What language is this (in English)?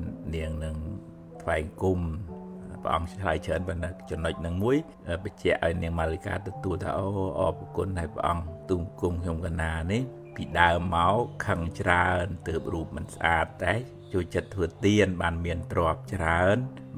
Khmer